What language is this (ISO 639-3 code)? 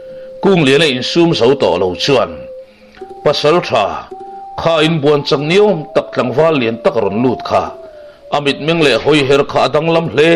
lus